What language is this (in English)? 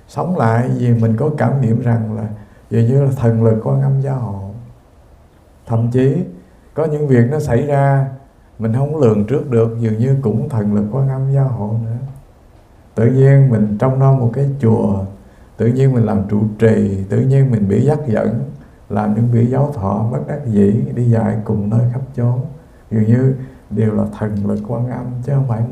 Vietnamese